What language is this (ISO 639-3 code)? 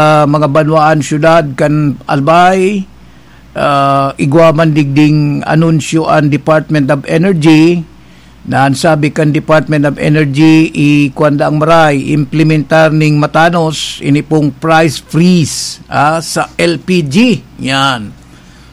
bik